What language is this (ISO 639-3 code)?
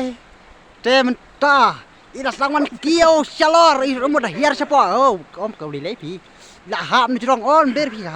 kha